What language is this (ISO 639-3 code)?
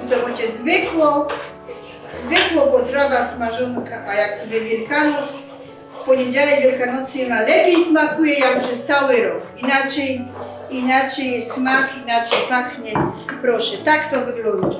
szl